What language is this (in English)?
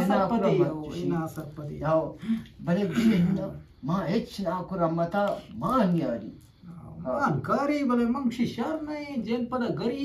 Eastern Balochi